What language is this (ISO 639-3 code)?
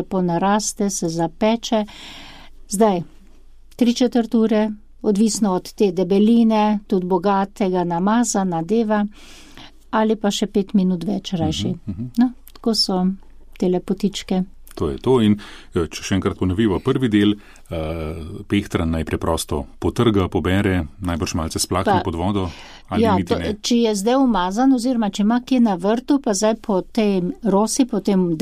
slv